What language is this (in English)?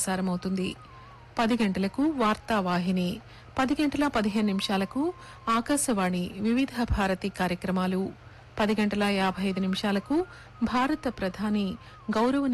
Telugu